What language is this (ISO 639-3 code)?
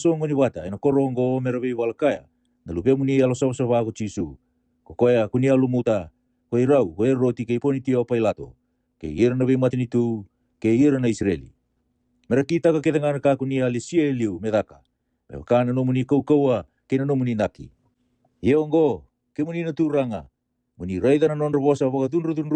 fij